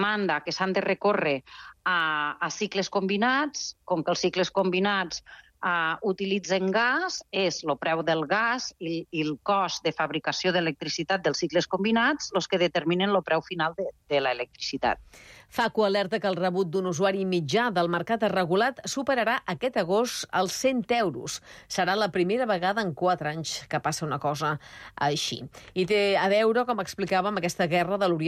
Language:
Catalan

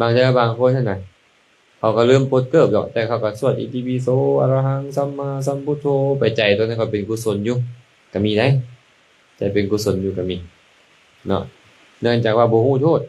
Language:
Lao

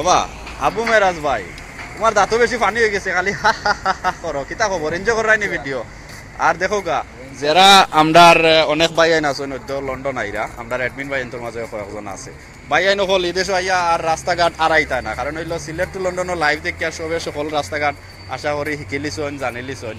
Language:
Sylheti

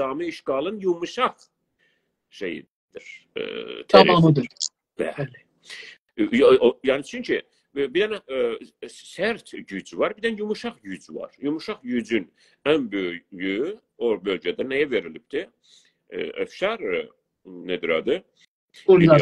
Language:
South Azerbaijani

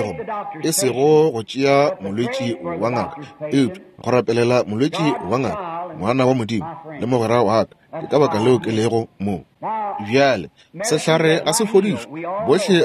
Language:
Northern Sotho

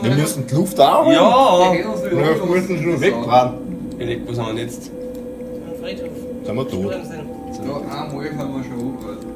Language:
Bavarian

